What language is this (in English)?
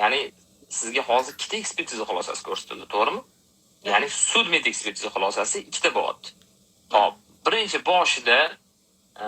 Uzbek